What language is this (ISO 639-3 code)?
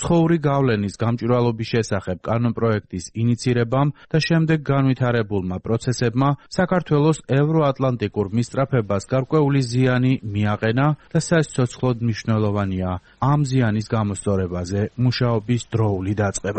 kat